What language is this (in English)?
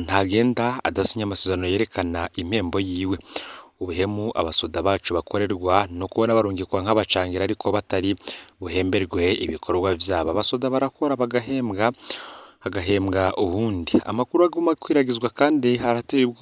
Rundi